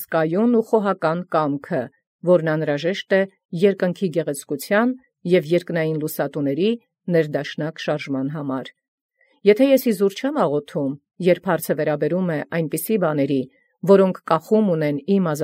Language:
Armenian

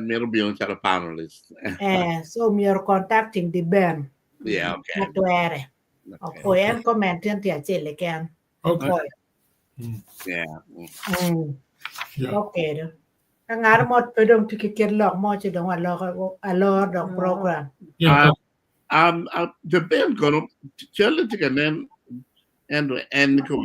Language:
Acoli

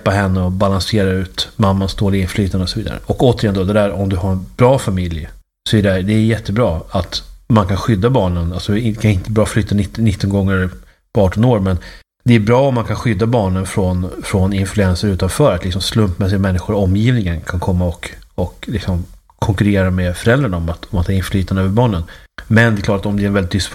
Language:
Swedish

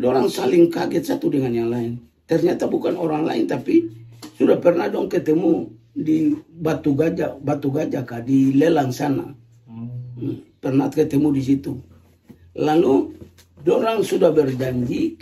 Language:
Ambonese Malay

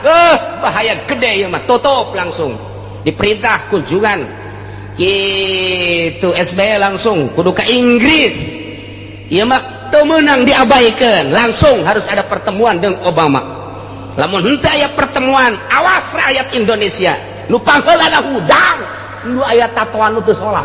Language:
Sundanese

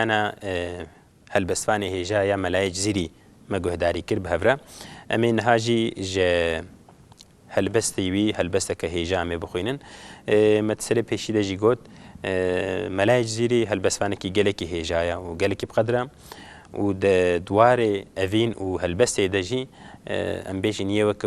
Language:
Kurdish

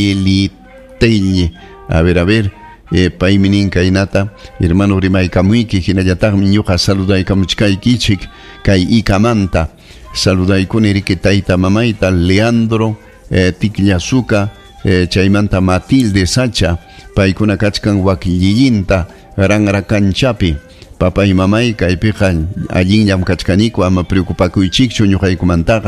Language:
Ayacucho Quechua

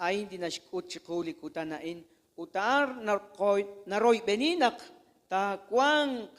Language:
Kekchí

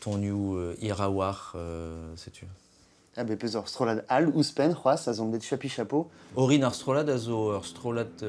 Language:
Breton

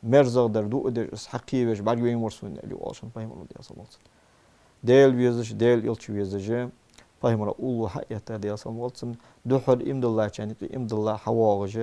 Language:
Ingush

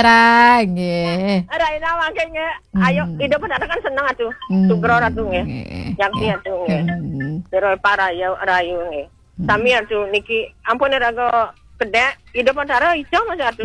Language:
Balinese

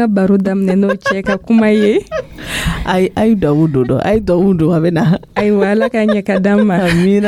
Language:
Dyula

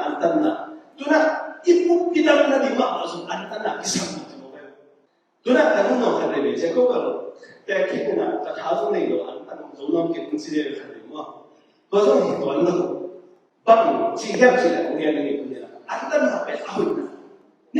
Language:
Tedim Chin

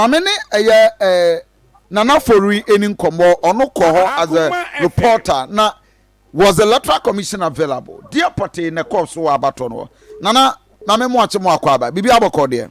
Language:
Akan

